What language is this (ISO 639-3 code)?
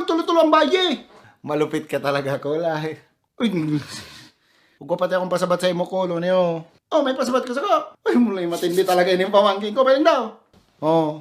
bik